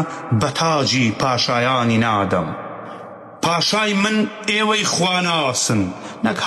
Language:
Central Kurdish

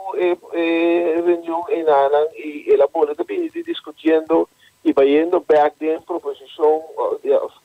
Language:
Papiamento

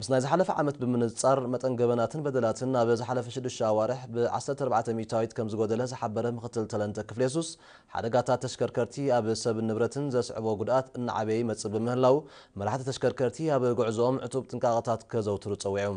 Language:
Tigrinya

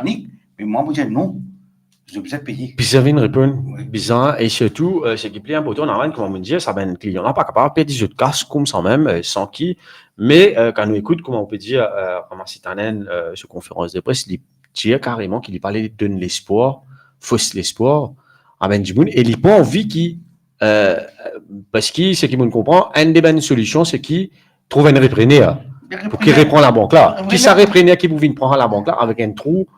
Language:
Morisyen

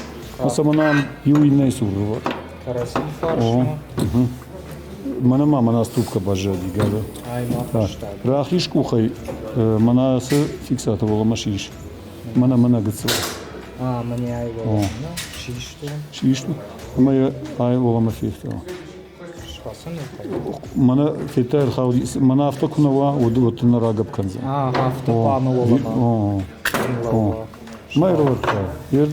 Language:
Ossetic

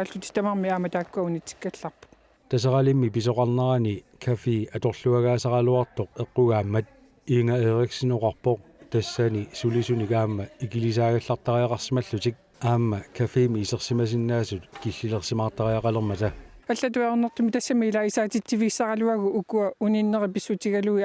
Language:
Kalaallisut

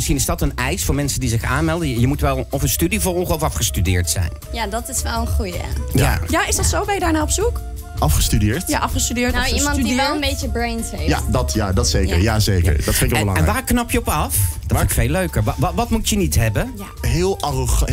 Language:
Dutch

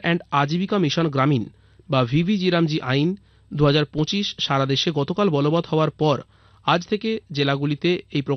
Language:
Bangla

